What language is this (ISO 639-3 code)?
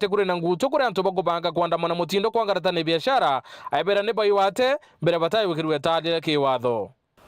mer